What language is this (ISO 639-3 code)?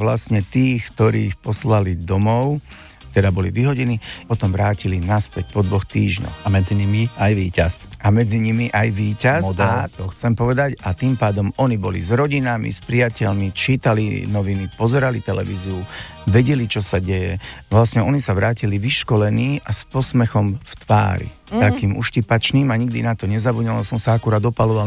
slk